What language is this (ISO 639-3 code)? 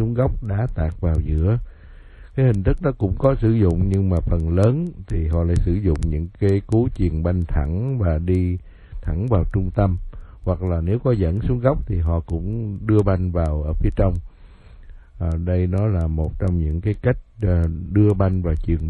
vie